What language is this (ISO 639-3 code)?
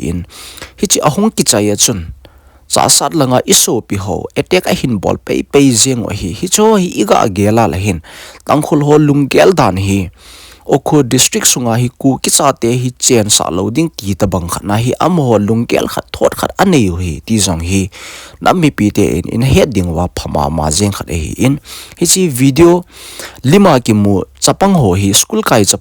tcz